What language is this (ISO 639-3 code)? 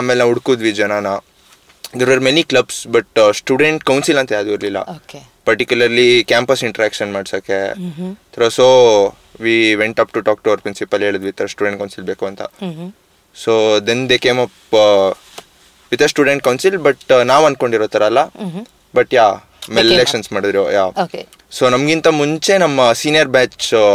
kan